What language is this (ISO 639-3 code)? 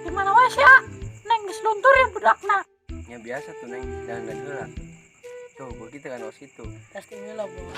sun